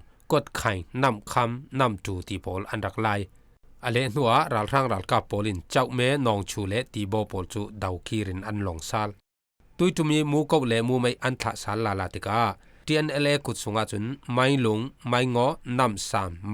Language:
Falam Chin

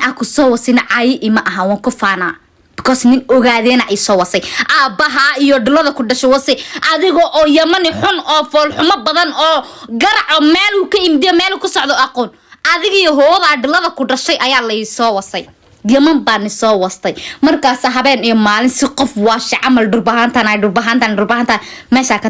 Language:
Somali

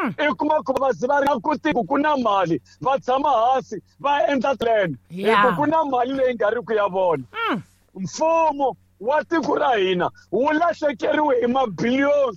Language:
Tsonga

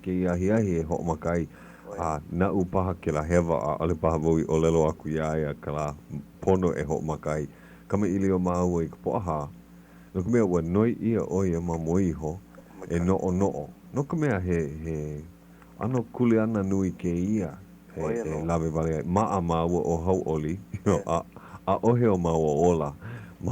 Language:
Hawaiian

